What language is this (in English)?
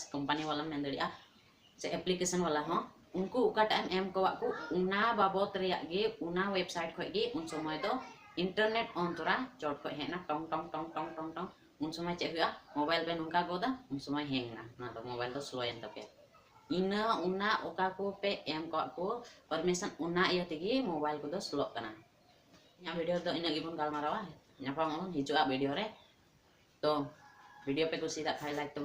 Santali